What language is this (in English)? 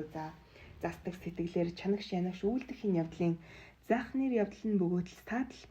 Mongolian